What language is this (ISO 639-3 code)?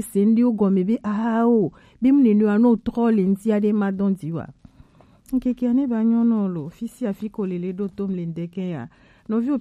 gej